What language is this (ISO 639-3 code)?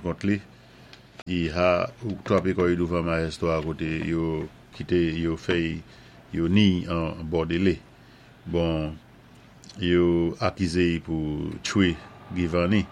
acf